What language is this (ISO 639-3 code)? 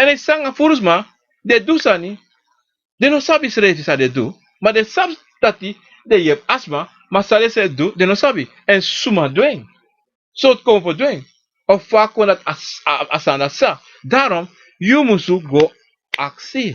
srn